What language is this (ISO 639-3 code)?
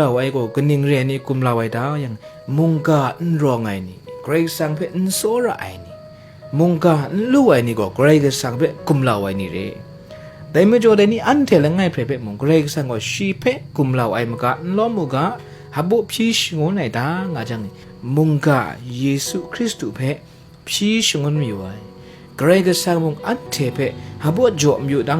kac